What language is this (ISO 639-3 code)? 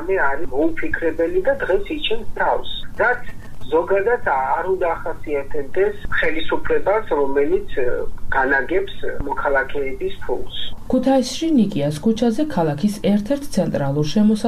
kat